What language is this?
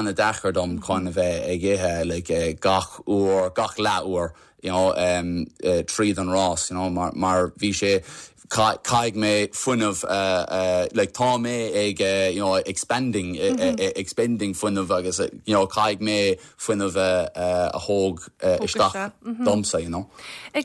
Irish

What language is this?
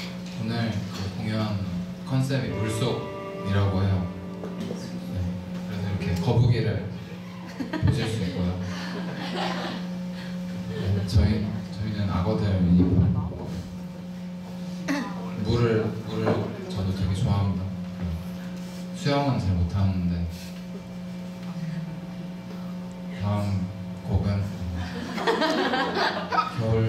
Korean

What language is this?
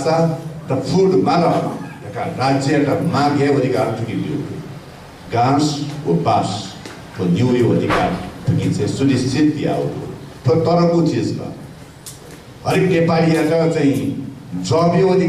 Newari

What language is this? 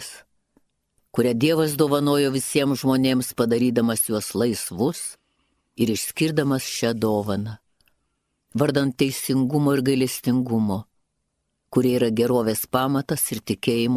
Lithuanian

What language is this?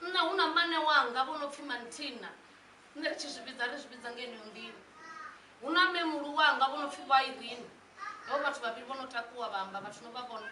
Venda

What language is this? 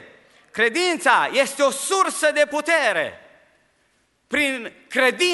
Romanian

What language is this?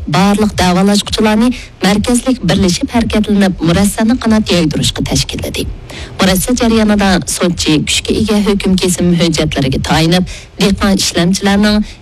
Uyghur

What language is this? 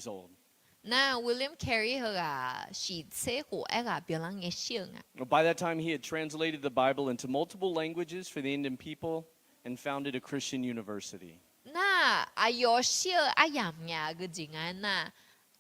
Akha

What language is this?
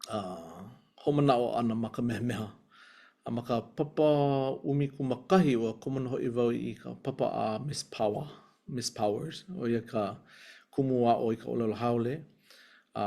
Hawaiian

